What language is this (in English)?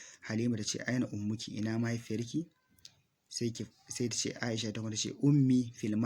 Hausa